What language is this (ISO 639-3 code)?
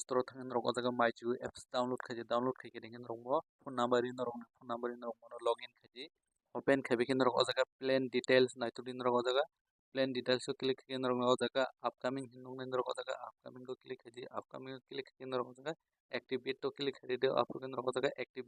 trp